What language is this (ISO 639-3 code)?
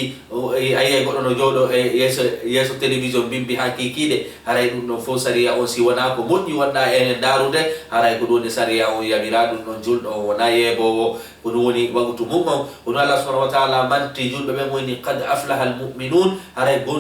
ful